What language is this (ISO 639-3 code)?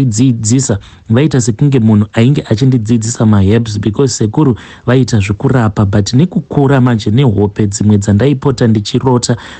sna